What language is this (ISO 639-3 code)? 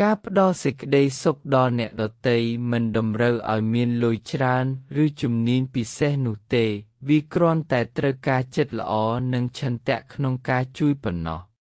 khm